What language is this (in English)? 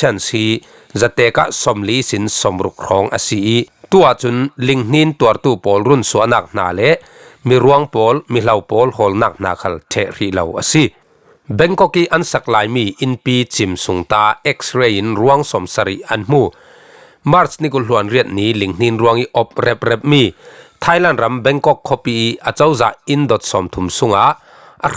Falam Chin